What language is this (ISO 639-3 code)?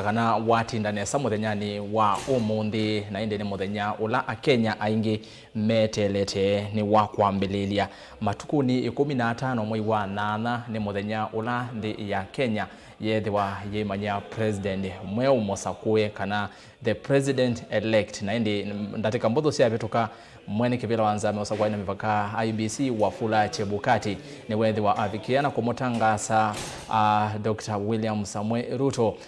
kam